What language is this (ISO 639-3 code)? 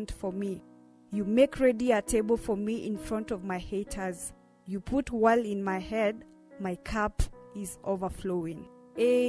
kam